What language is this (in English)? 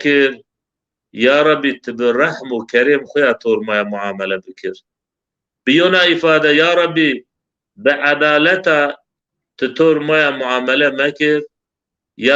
Zaza